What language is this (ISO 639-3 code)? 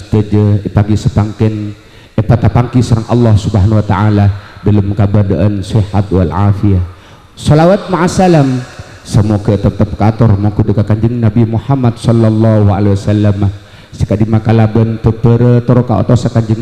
mad